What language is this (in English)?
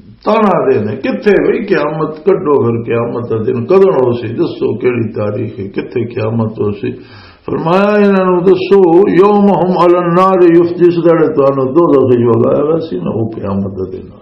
Western Panjabi